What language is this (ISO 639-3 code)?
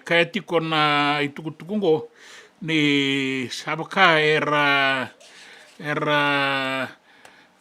fij